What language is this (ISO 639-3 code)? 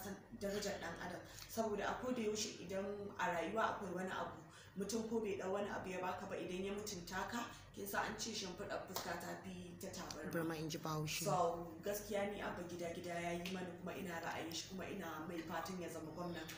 hau